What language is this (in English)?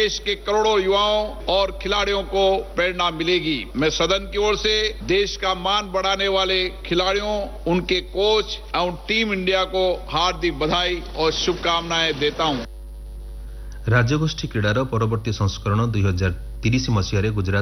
Odia